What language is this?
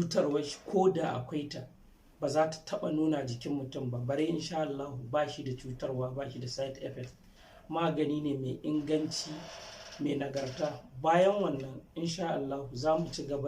Hausa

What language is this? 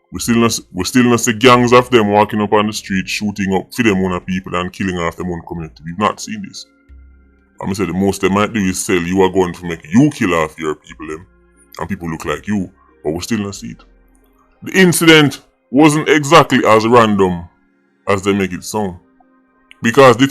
Jamaican Creole English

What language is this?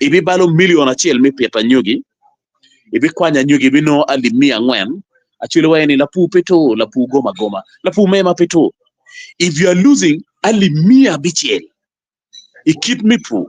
Acoli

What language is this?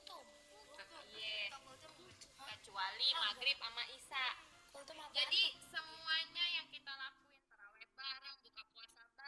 Betawi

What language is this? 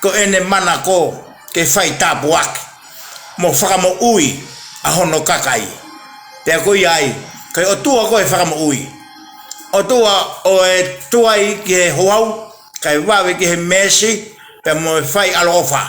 Tongan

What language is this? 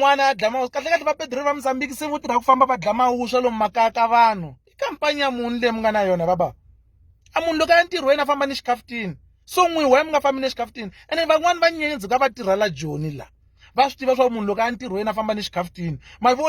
Tsonga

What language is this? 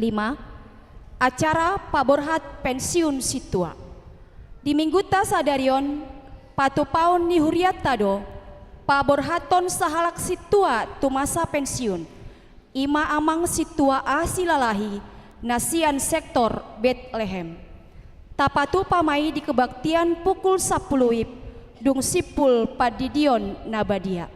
Batak Toba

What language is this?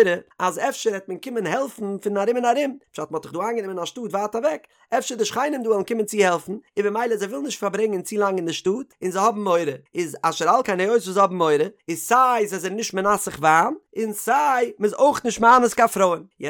Yiddish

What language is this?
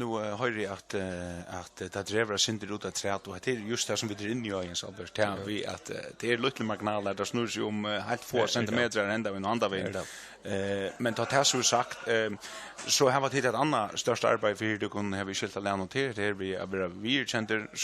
Faroese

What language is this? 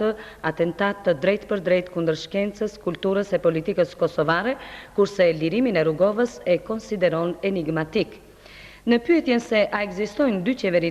Albanian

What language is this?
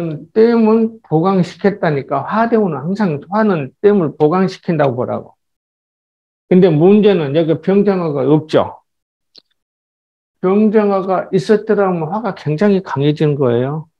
Korean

